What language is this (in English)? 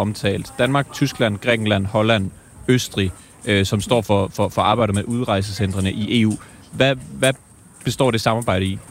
Danish